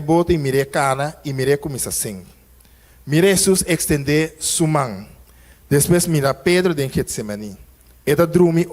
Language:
Papiamento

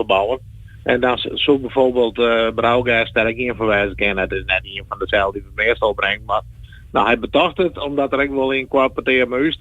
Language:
Western Frisian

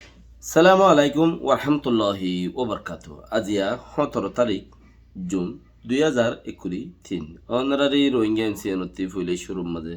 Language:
Rohingya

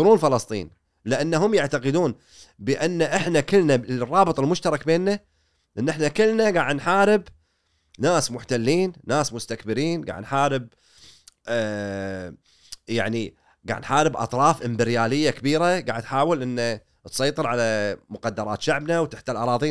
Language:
Gulf Arabic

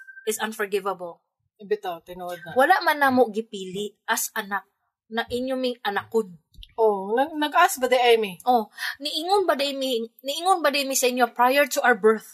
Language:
Cebuano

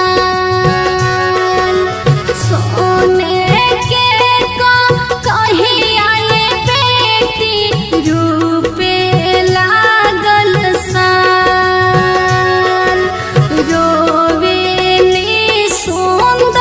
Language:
Bhojpuri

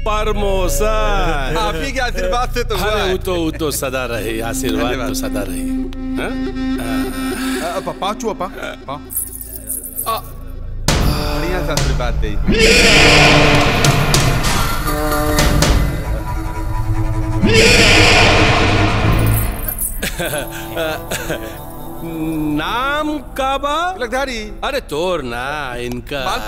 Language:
Bhojpuri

